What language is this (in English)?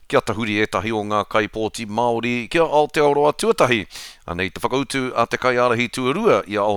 Māori